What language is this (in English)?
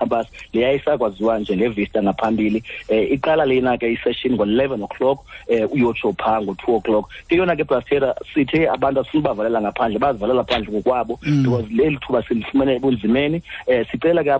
Xhosa